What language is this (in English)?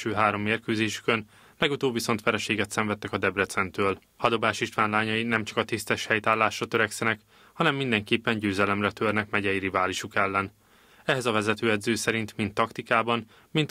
Hungarian